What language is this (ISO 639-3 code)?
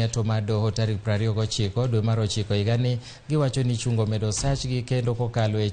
luo